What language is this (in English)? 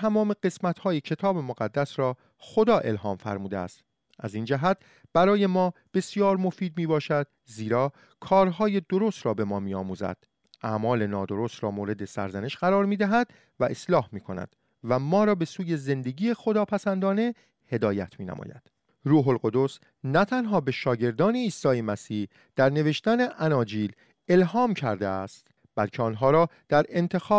Persian